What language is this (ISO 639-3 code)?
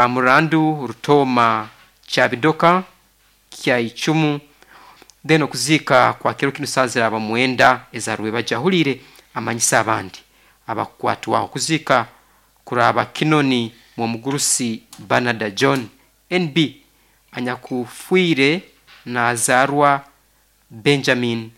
nyo